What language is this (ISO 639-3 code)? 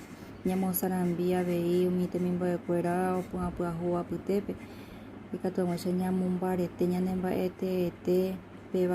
grn